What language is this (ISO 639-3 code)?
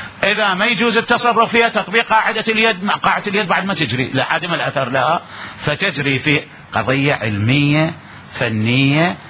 acm